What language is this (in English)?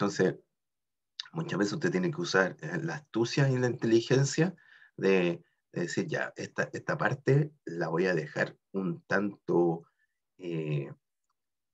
Spanish